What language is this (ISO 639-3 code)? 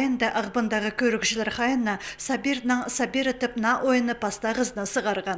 kjh